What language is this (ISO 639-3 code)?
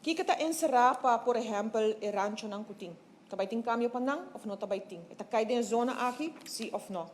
pap